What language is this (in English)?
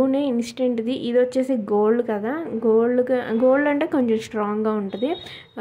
Telugu